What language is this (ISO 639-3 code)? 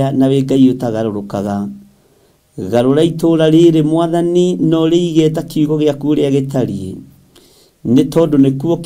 kik